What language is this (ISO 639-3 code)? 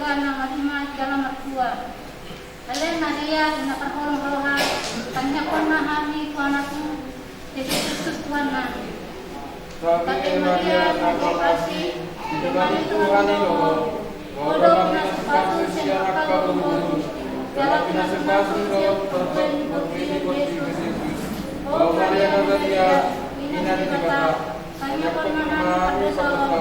bbc